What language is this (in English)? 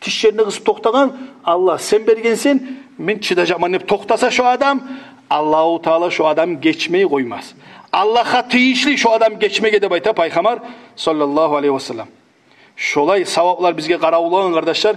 Kumyk